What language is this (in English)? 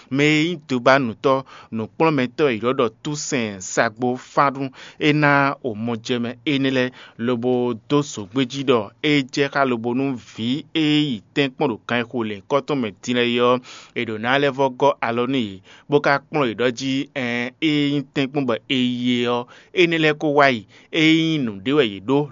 Fon